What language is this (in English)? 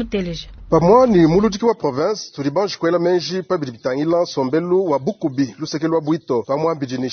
Luba-Lulua